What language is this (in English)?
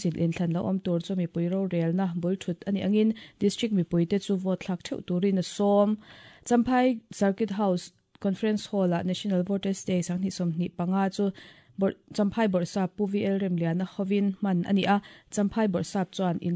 Mizo